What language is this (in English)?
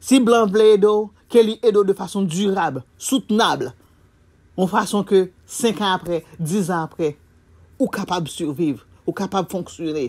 Haitian Creole